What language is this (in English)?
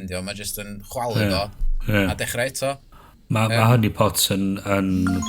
Welsh